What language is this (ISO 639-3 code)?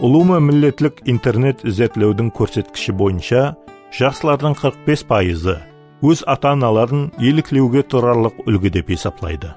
kaa